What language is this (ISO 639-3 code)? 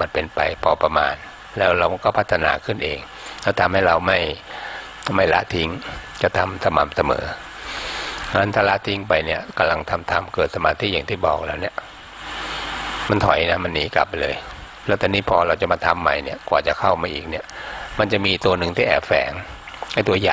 tha